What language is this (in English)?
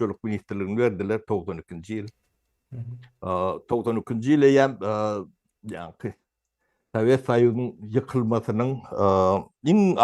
Turkmen